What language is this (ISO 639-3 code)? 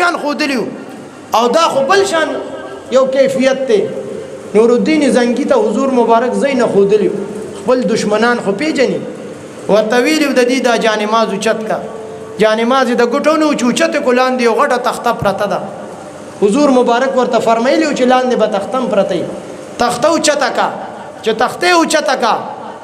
pus